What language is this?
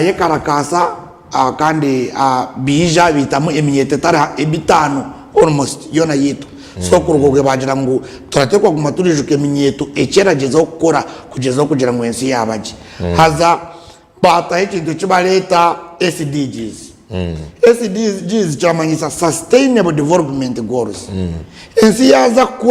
Nyankole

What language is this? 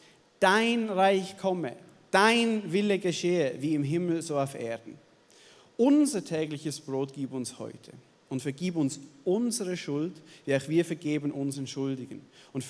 Swiss German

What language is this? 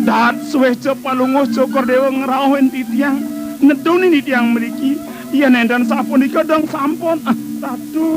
Balinese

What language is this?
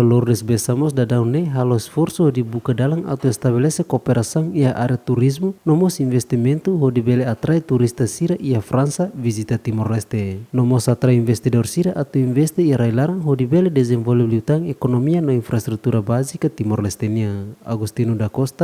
Tetum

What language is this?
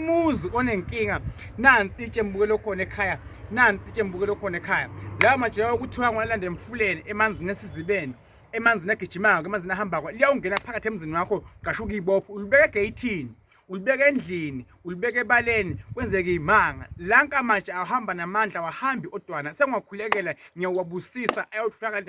Zulu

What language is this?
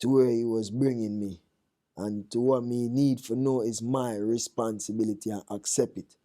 Jamaican Creole English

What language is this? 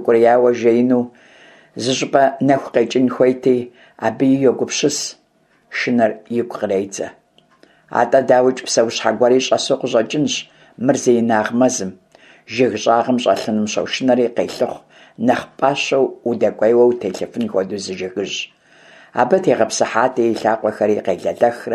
Kabardian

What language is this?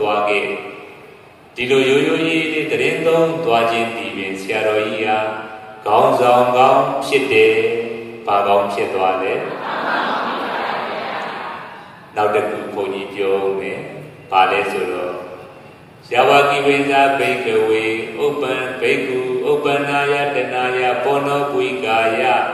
Burmese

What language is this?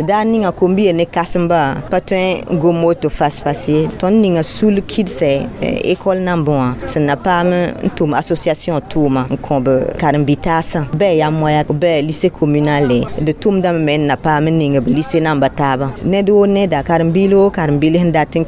Mossi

